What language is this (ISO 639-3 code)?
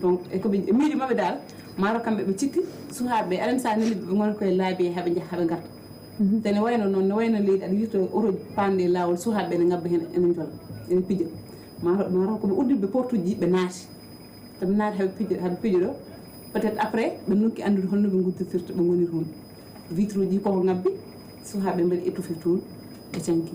ful